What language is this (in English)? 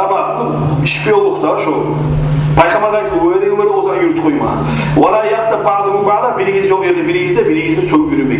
Kumyk